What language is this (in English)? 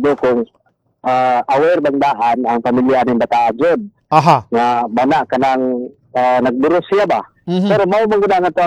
Cebuano